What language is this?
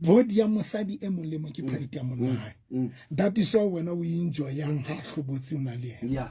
Southern Sotho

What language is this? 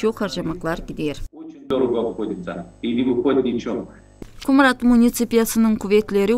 Gagauz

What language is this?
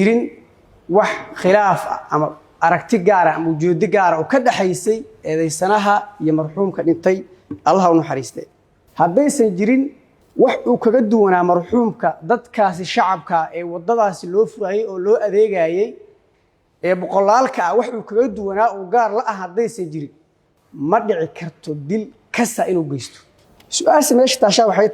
Somali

